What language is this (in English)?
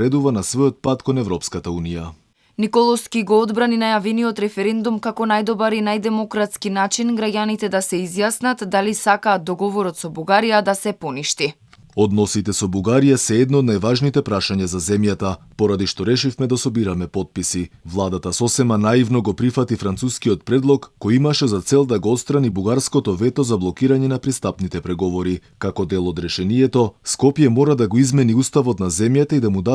Macedonian